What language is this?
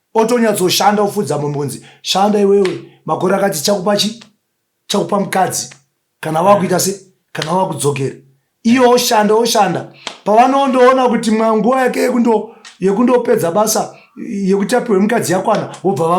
Shona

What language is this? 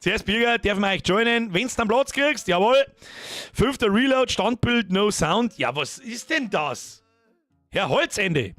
Bavarian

